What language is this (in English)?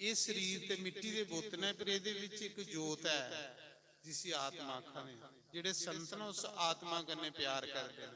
Dogri